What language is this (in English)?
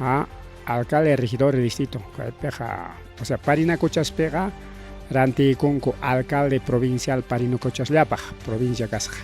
Ayacucho Quechua